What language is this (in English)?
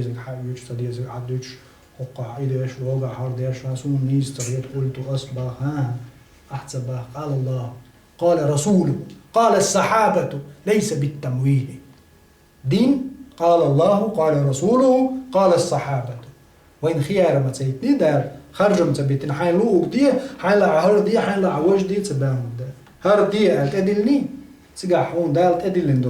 Chechen